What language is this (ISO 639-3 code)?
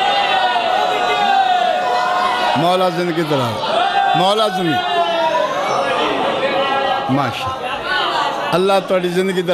urd